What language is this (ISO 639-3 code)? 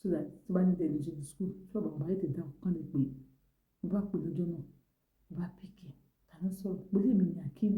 yor